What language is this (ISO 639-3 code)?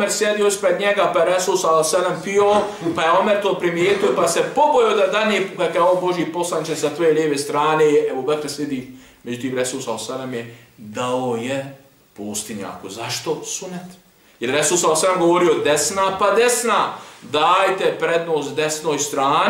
bos